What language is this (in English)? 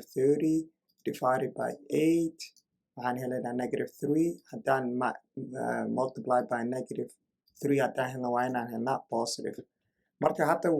Somali